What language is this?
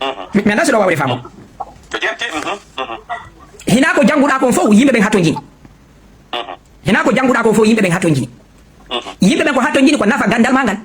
Fula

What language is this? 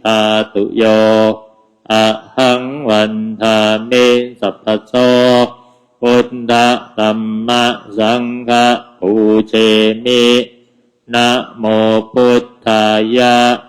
Pali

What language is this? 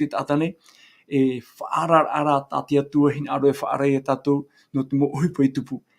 Tahitian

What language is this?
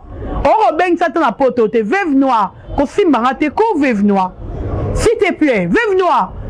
Lingala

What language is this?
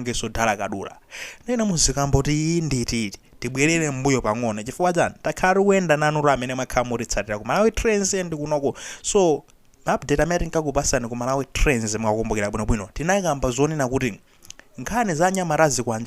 Nyanja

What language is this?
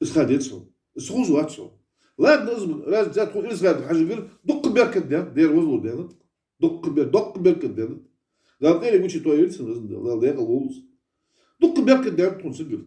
Ingush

